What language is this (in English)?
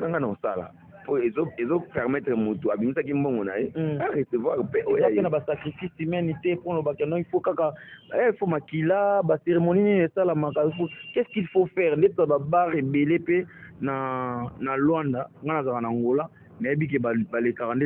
Lingala